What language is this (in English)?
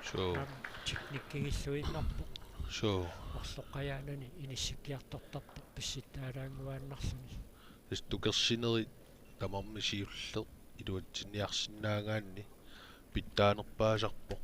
Kalaallisut